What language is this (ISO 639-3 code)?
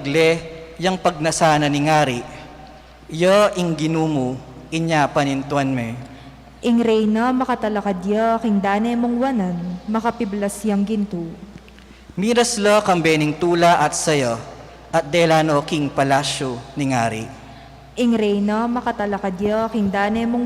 pam